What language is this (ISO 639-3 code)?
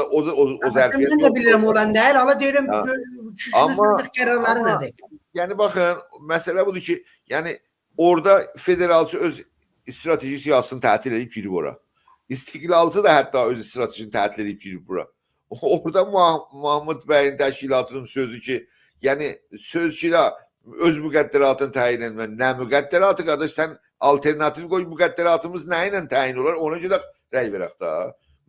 azb